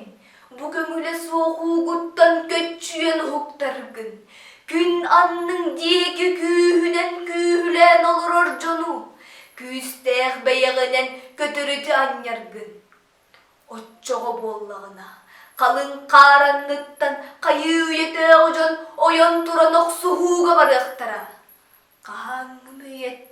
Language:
Yakut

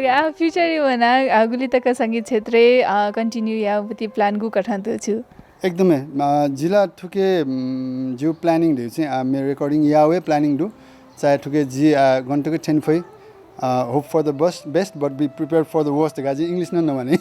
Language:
Newari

